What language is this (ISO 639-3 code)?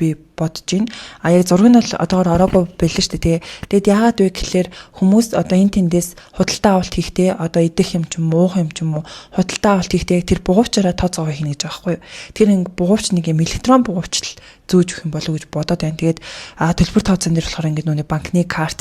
mon